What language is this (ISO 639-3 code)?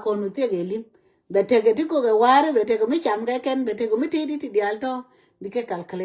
nus